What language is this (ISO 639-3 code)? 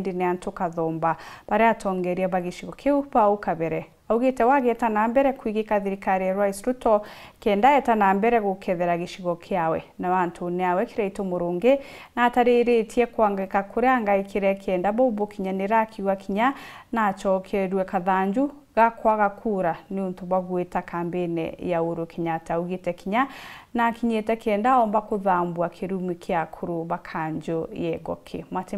mer